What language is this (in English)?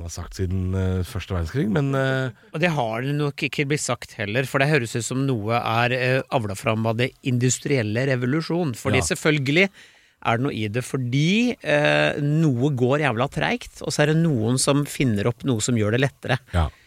Norwegian